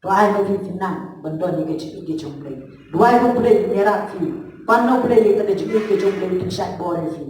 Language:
Khasi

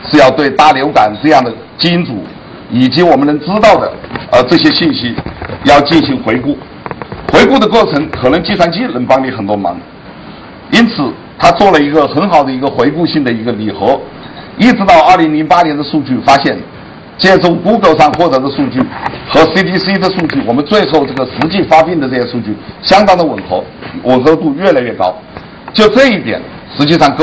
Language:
Chinese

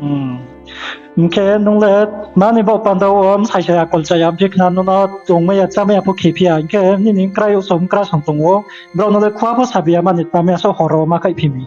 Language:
Riang (India)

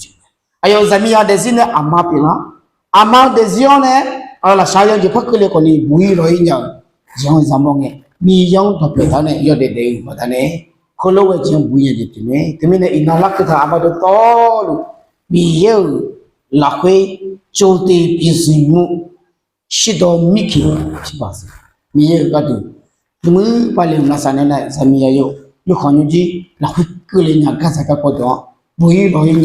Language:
Akha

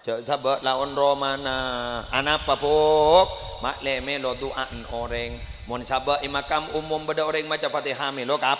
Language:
Madurese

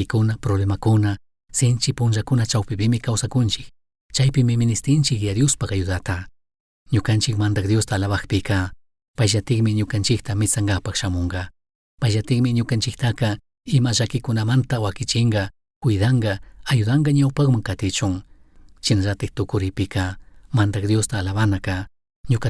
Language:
Chimborazo Highland Quichua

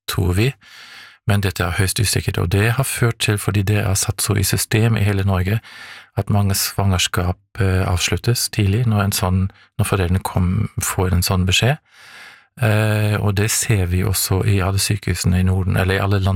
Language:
Norwegian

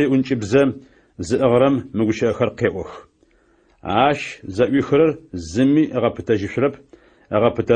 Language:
Adyghe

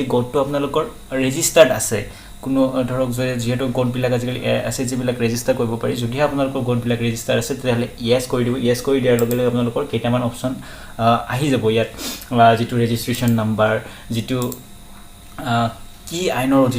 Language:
Assamese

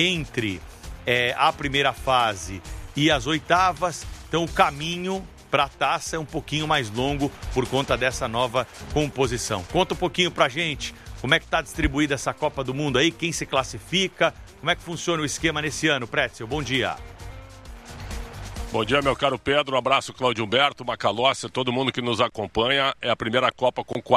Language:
Portuguese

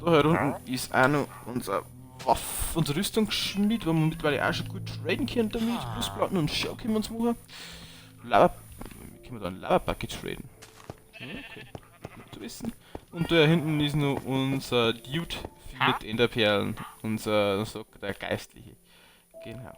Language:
Bavarian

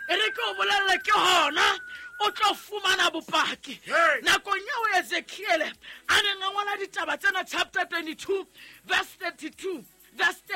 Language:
Southern Sotho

